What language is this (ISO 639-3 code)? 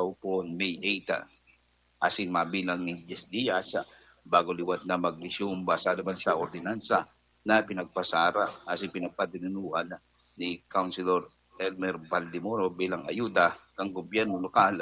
bik